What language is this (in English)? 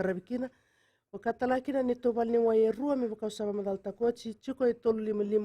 Fijian